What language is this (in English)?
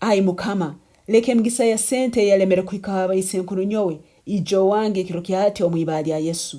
Nyankole